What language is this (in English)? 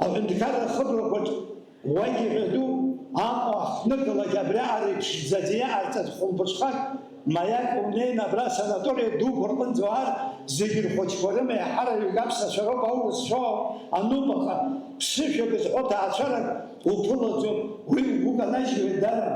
Abkhazian